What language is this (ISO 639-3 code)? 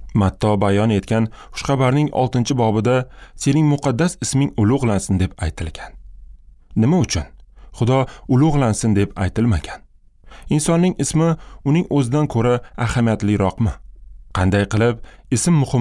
uzb